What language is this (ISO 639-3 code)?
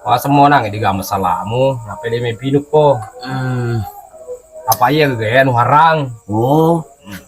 bug